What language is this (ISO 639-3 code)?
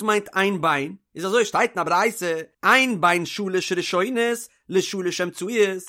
yid